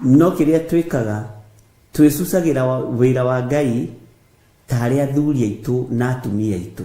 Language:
Kikuyu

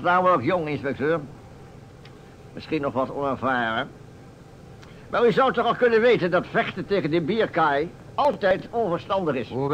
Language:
Dutch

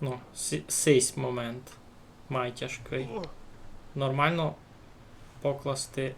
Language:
Rusyn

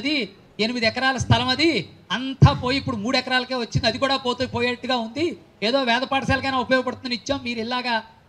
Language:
Telugu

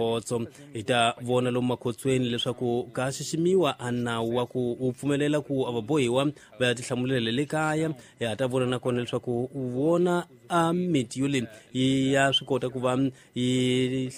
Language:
Tsonga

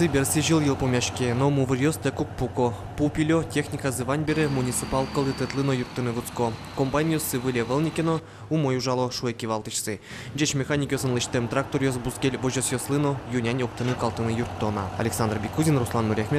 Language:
Udmurt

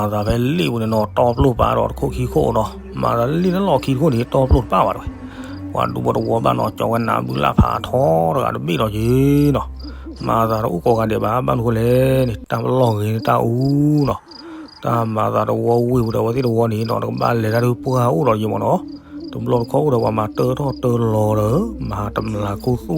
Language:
S'gaw Karen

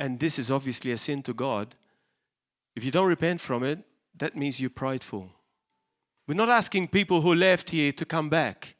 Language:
English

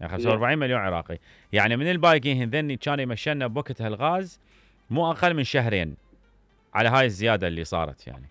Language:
Mesopotamian Arabic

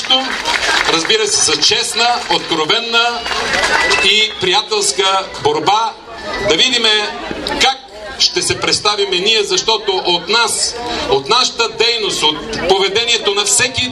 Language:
Bulgarian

